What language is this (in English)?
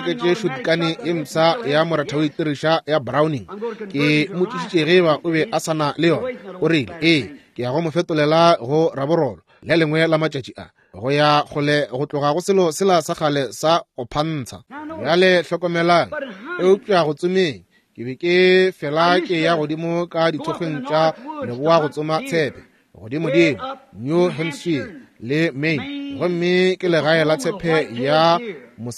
Northern Sotho